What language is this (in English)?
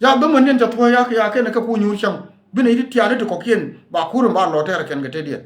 Nuer